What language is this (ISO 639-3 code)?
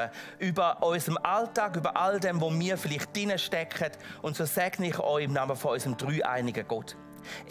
gsw